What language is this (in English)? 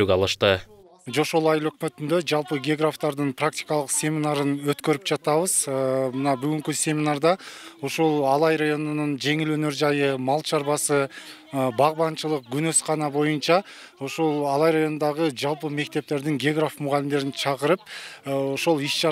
Kyrgyz